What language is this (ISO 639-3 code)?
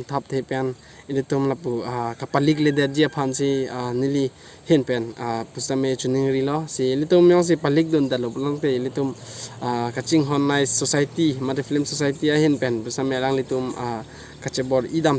mjw